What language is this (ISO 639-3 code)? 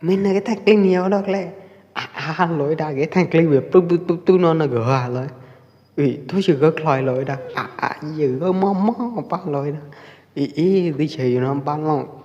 kjp